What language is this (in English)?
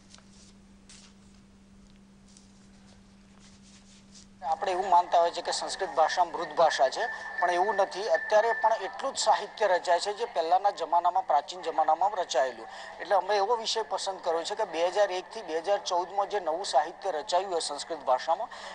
Gujarati